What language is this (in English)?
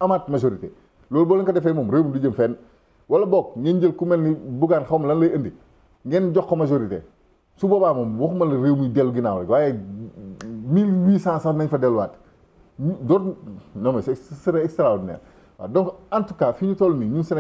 Wolof